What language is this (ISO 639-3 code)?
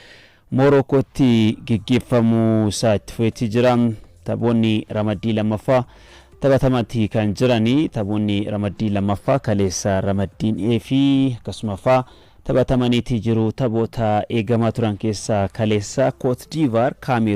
orm